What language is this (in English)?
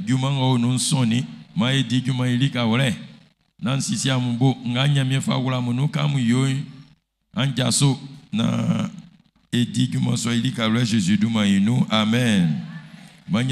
Baoulé